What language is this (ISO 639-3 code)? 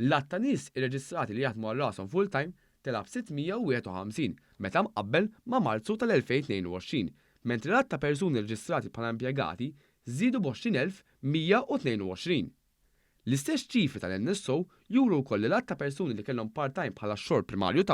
mlt